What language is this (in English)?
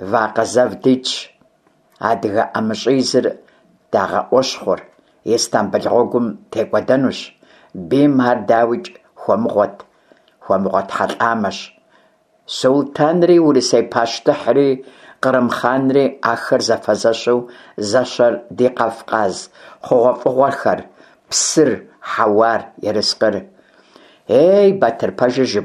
Kabardian